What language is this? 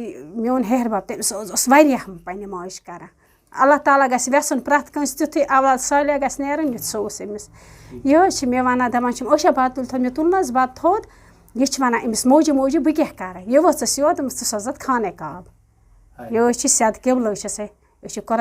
Kashmiri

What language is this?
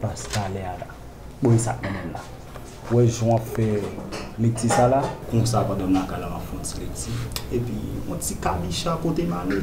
Haitian Creole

